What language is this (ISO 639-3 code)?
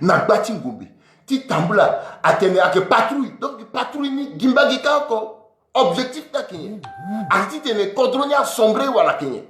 sag